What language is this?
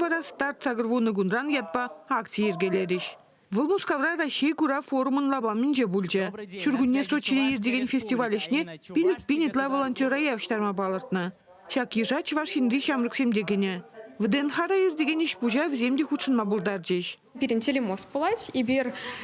Chuvash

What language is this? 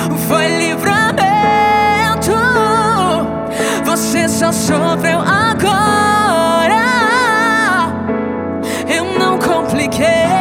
Portuguese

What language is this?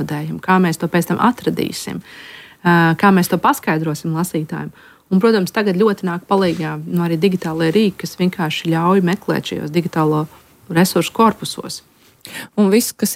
Latvian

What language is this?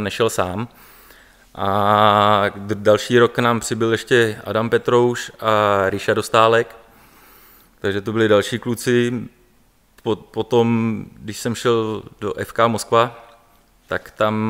Czech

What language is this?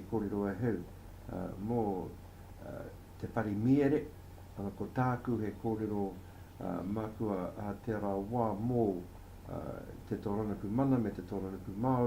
Māori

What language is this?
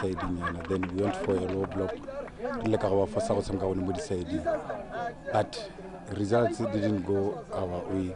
Tswana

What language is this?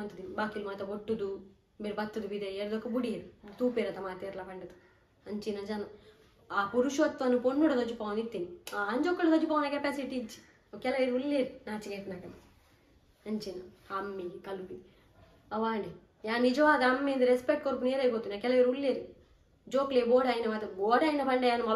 Tulu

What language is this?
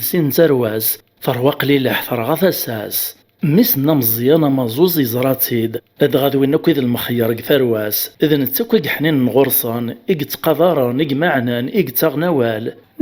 Kabyle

